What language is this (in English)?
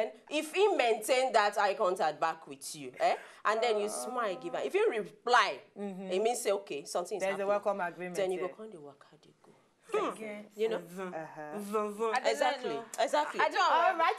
Nigerian Pidgin